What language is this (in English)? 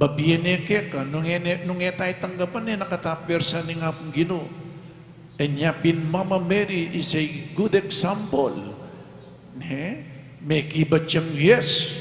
Pampanga